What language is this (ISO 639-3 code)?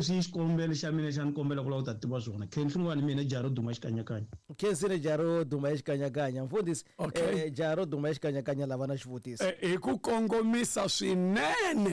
tso